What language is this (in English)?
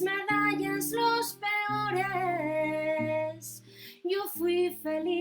Asturian